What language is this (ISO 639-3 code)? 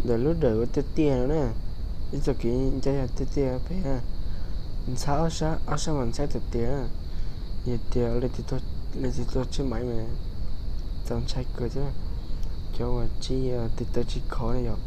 hmn